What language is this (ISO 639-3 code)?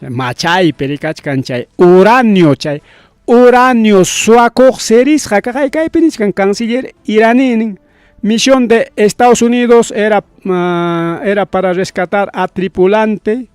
quy